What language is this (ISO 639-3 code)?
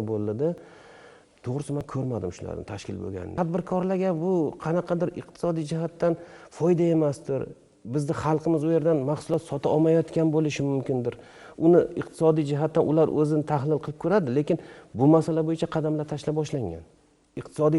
uzb